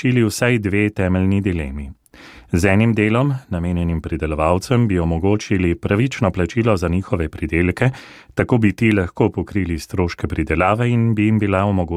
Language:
Slovenian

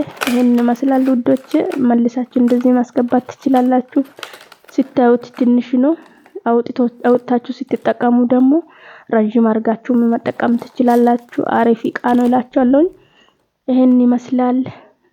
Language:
Amharic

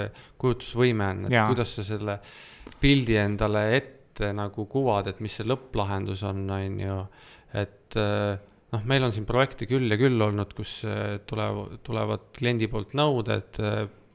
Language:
Estonian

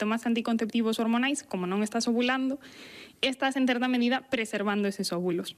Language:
Galician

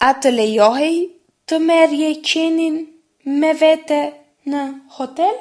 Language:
Albanian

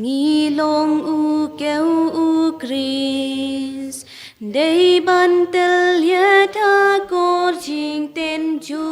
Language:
Khasi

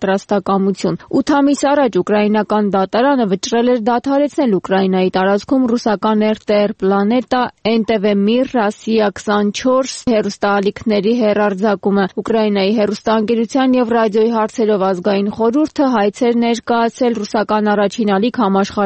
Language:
Armenian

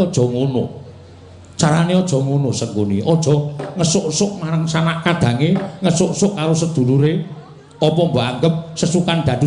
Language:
Javanese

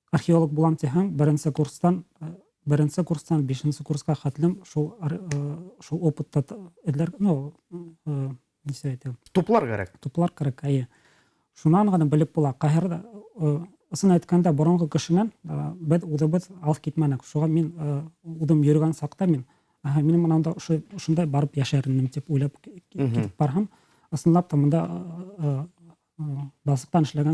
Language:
Bashkir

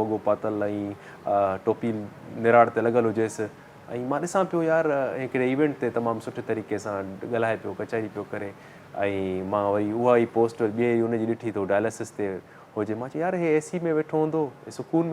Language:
Sindhi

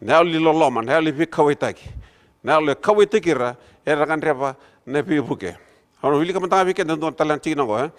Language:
Fijian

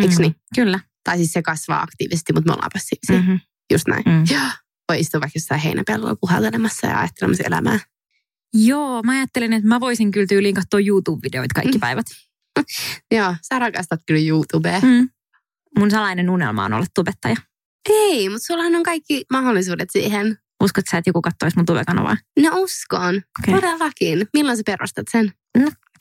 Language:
Finnish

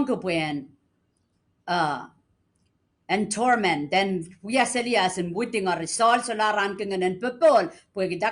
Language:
Pohnpeian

